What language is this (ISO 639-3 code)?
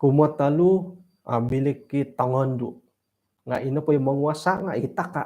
dtp